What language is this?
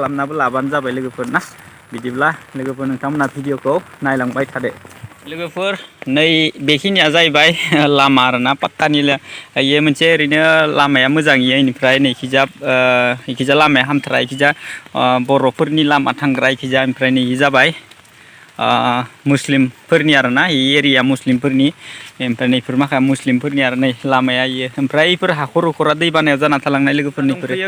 Bodo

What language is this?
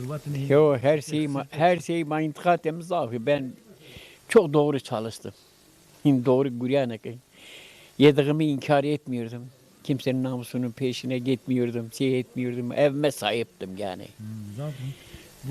Zaza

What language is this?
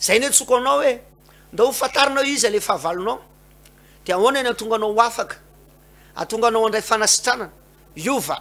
Malagasy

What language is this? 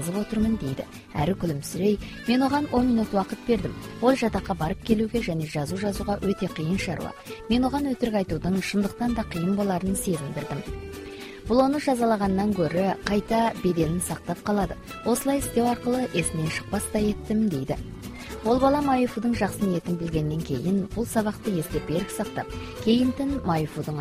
Kazakh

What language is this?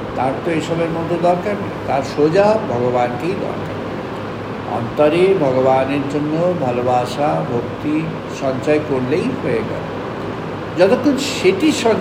Bangla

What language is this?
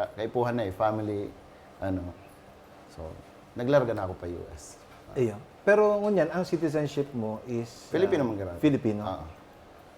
Bikol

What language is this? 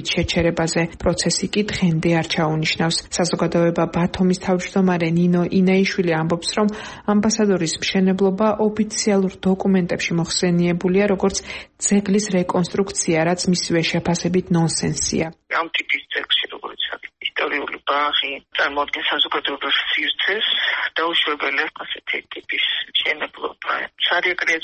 Georgian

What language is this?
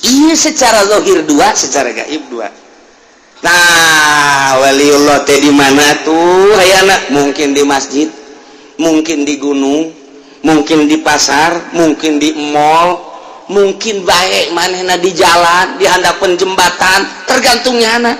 Sundanese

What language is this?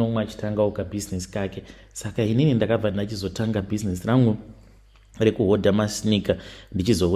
Shona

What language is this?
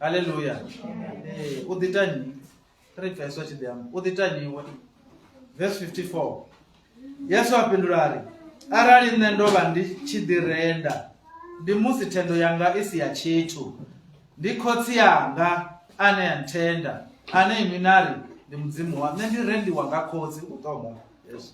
Venda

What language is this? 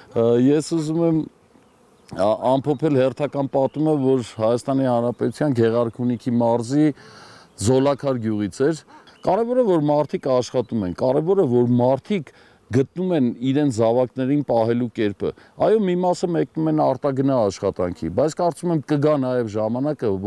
Armenian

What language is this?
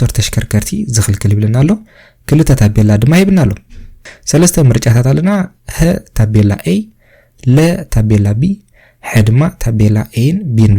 Tigrinya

